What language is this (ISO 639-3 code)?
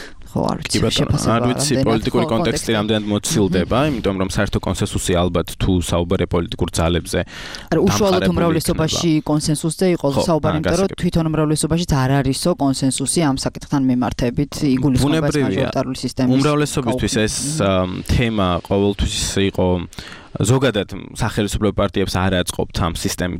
kat